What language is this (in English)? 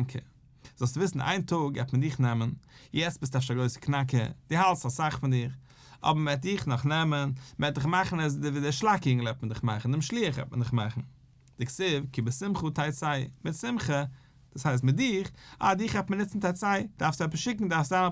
Yiddish